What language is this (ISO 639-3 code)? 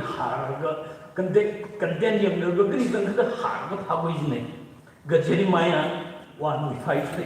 nmf